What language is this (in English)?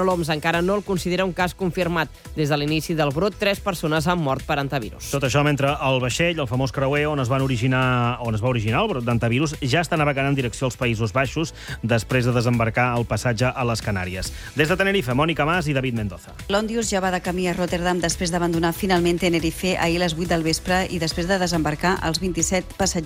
Catalan